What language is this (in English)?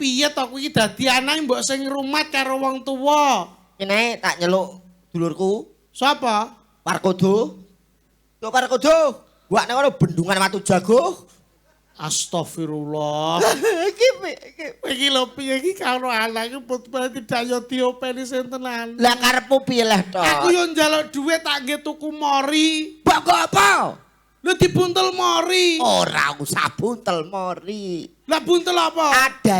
Javanese